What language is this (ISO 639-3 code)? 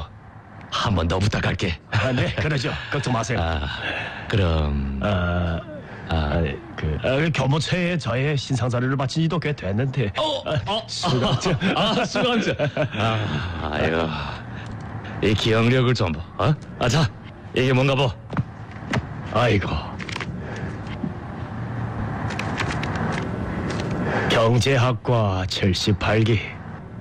kor